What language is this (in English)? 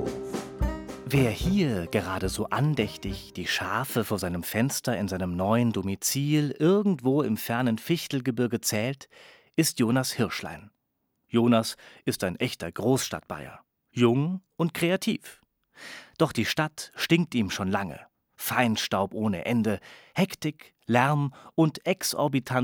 German